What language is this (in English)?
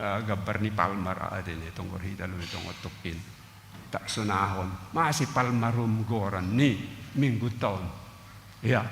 Batak Simalungun